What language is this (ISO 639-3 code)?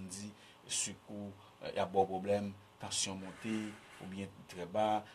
hat